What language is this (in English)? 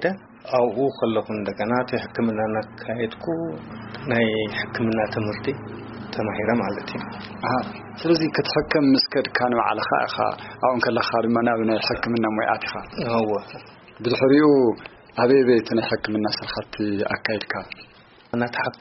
Tigrinya